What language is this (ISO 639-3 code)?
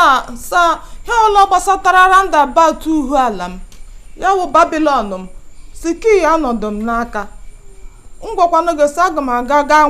ibo